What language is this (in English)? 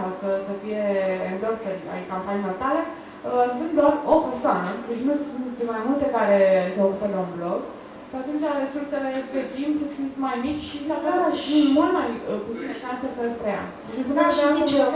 Romanian